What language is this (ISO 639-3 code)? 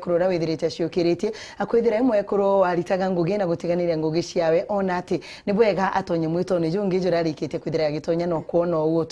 mer